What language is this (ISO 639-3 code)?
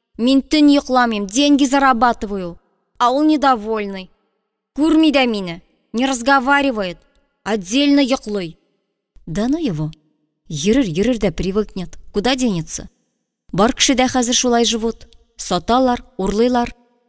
tat